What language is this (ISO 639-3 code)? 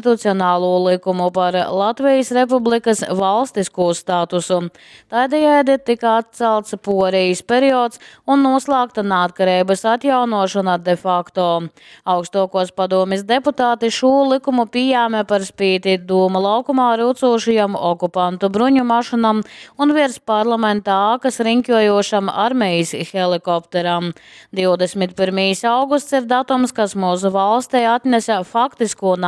ltg